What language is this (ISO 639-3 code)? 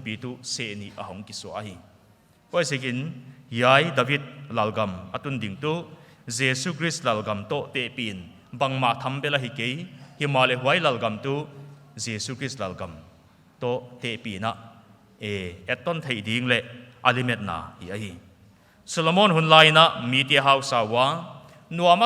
pck